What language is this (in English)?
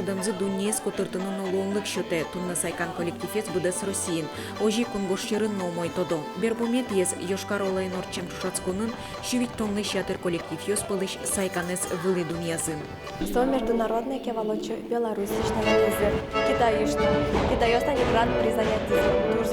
Udmurt